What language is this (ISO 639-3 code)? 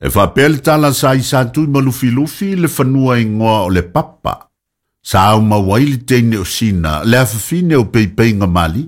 smo